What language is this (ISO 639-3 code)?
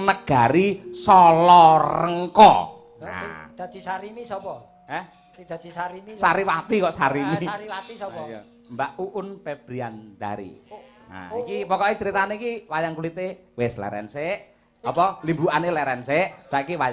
jav